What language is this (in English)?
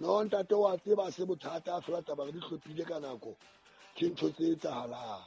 Southern Sotho